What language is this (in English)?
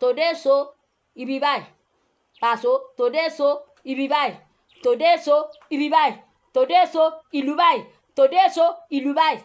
Yoruba